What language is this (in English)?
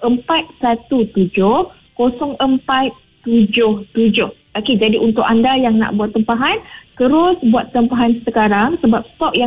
Malay